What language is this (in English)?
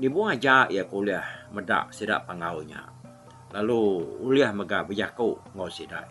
Iban